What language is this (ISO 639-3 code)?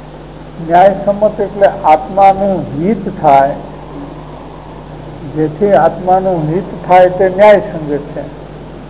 guj